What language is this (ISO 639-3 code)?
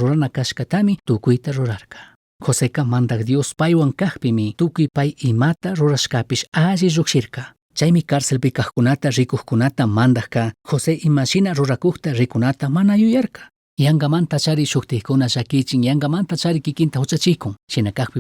qug